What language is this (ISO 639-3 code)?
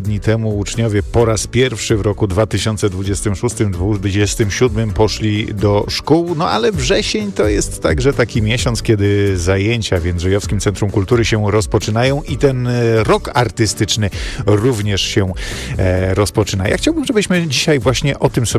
pol